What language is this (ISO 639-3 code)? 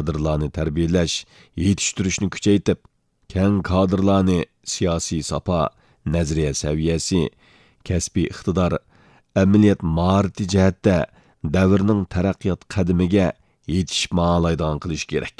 uig